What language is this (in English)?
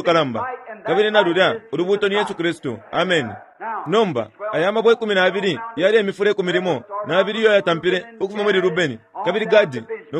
Bemba